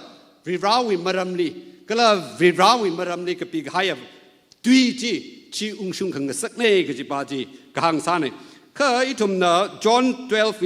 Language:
Tangkhul Naga (India)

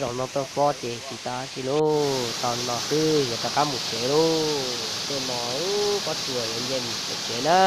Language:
Hmong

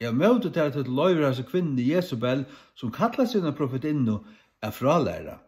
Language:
Faroese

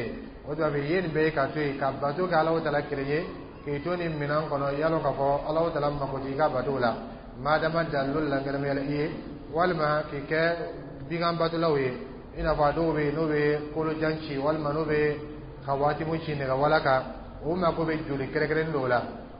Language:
Dyula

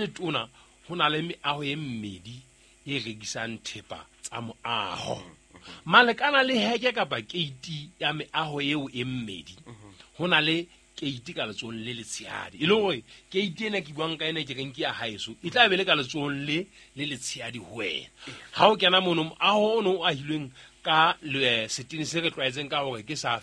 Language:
Southern Sotho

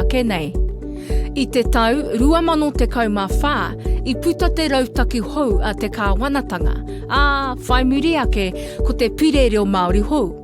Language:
Māori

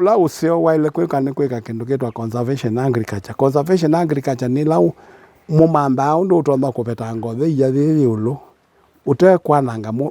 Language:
Kamba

